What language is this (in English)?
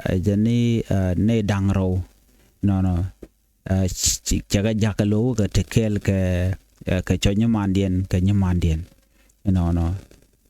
Nuer